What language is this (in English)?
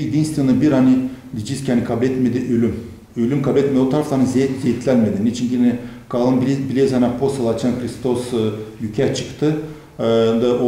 Gagauz